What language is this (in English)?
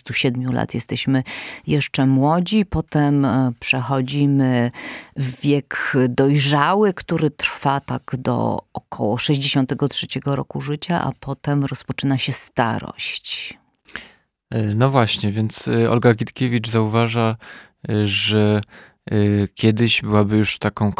Polish